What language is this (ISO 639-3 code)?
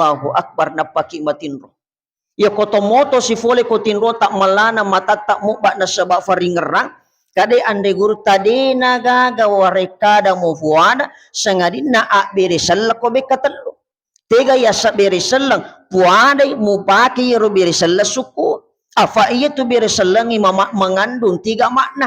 bug